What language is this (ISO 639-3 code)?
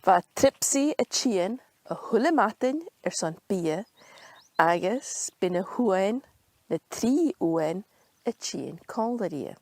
gla